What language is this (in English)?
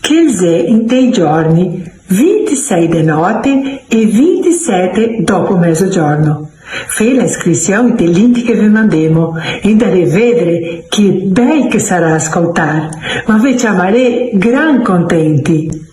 Venetian